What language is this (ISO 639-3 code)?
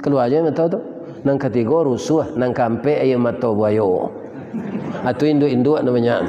min